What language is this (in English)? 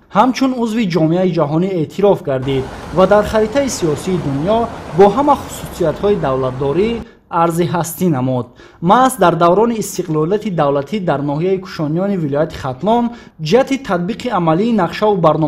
Tajik